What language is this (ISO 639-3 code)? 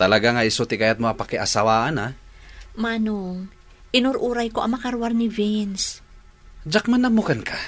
ilo